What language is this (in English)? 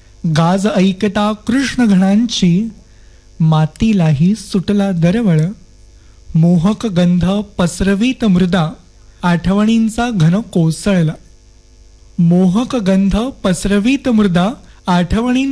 Marathi